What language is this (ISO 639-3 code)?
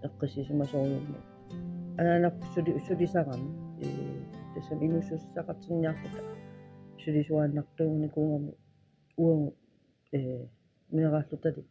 kal